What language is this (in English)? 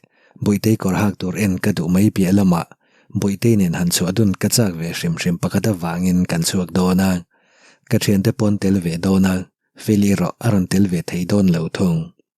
Mizo